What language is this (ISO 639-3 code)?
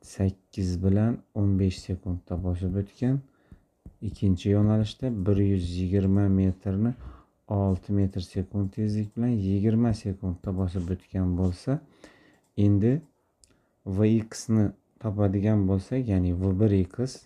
uzb